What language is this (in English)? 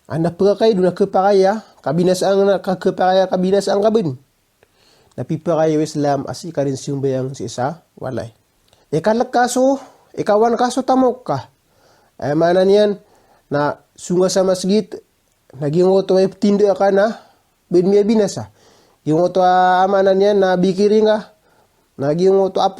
Maranao